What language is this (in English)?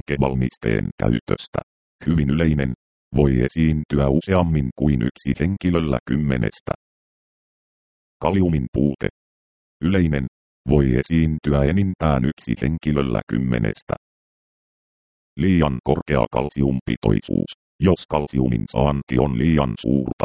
Finnish